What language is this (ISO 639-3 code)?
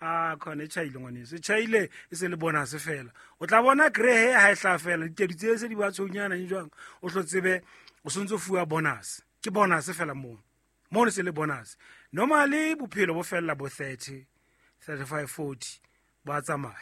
sot